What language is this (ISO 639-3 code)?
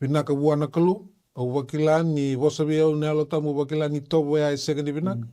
fij